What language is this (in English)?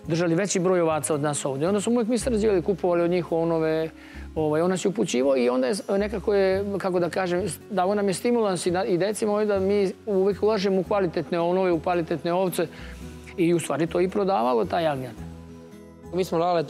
Serbian